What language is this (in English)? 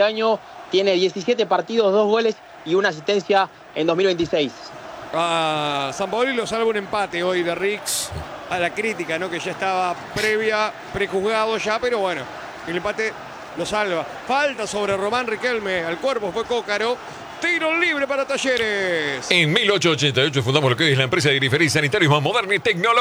Spanish